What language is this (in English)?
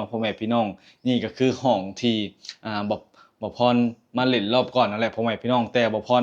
Lao